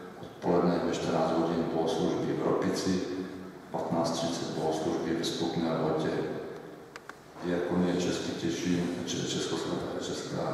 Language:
Czech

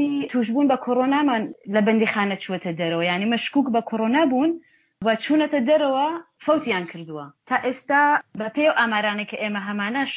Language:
Central Kurdish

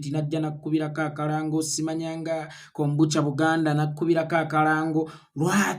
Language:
Ganda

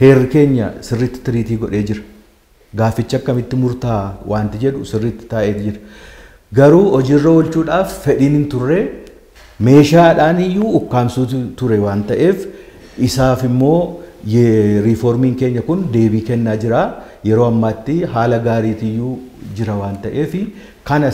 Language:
Oromo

